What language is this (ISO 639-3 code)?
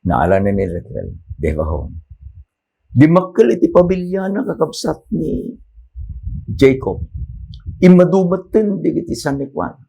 ilo